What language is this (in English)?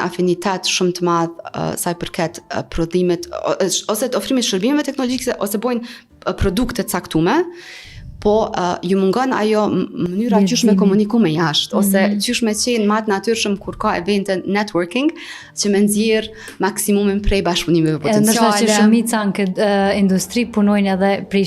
Albanian